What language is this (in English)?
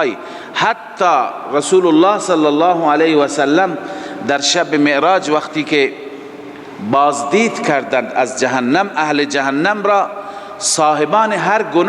Persian